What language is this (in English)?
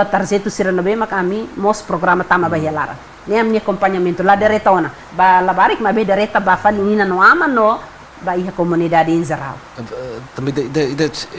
Tetum